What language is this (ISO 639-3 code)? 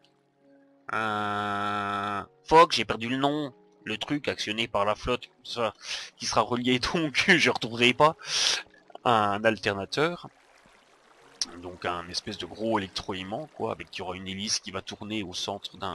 fra